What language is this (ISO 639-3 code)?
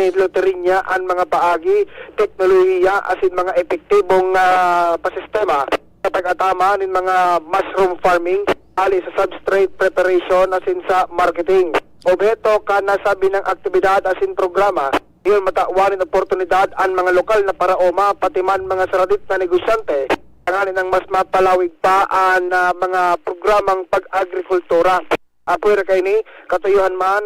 bik